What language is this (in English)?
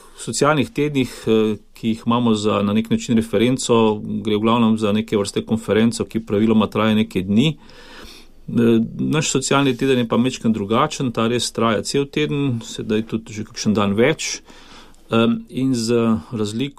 Slovenian